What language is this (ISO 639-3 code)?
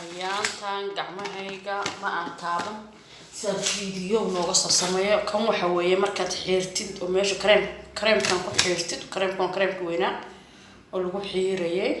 som